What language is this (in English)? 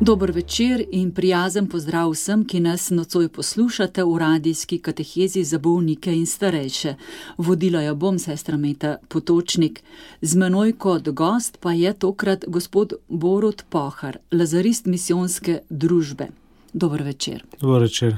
Slovenian